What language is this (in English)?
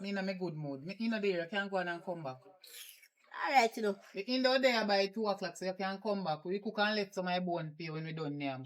Jamaican Creole English